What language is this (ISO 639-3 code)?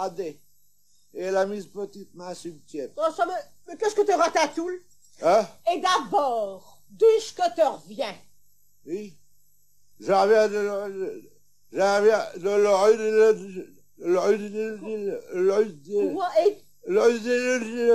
pcd